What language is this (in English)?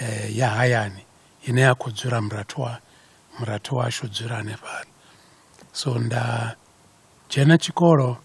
Venda